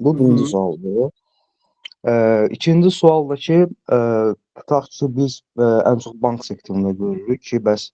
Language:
Azerbaijani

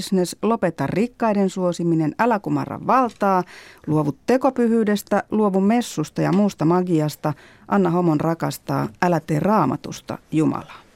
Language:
Finnish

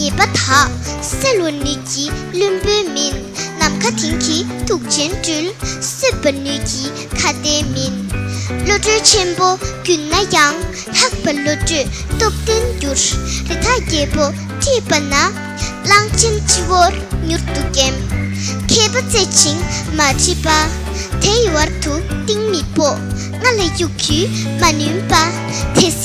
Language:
Tibetan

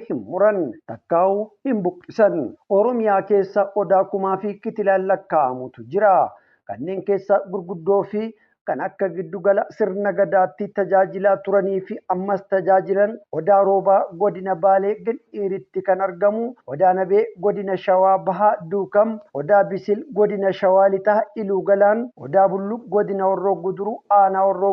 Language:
Oromo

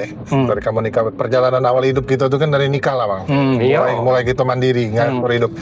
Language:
Musi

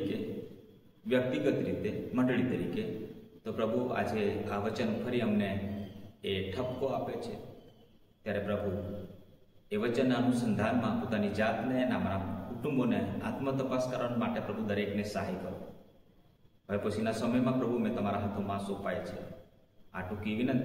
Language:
Gujarati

